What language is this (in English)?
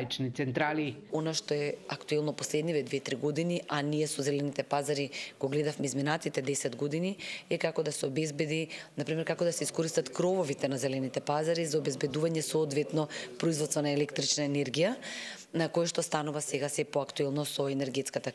Macedonian